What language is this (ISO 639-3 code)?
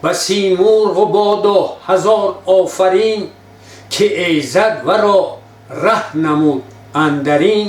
tgk